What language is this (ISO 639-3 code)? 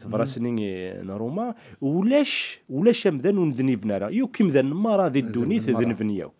kab